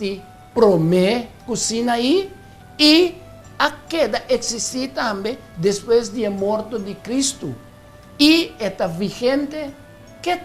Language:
Papiamento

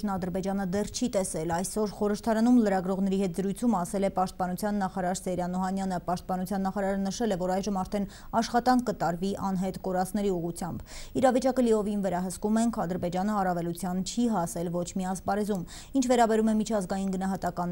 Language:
Armenian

